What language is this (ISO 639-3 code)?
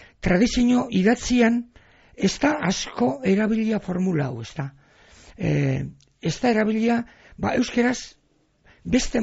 eus